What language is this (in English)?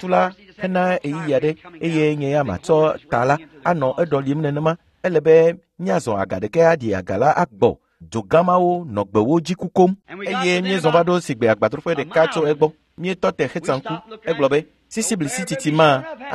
Ewe